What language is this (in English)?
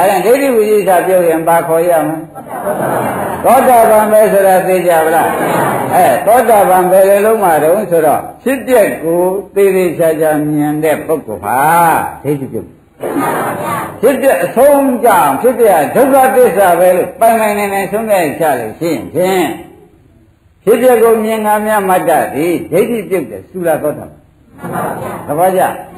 Burmese